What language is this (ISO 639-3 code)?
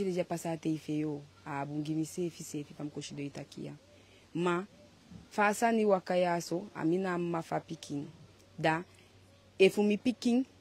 djk